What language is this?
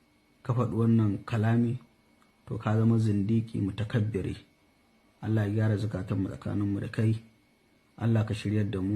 Hausa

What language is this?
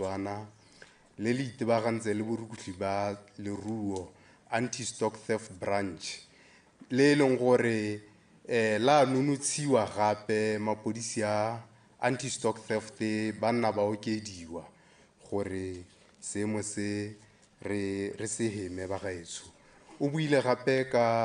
Tswana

